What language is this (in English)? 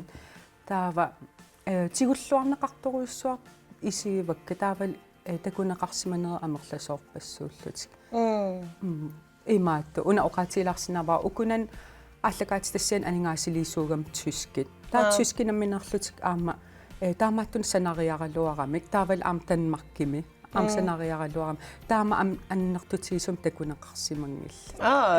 Kalaallisut